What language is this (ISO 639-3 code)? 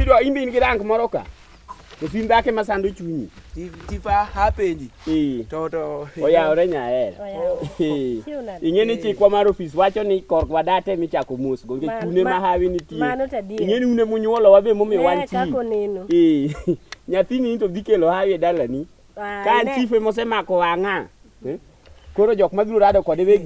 luo